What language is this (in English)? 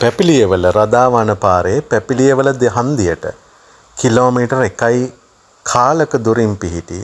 Sinhala